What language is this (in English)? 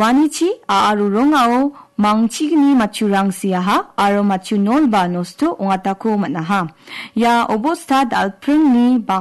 Garo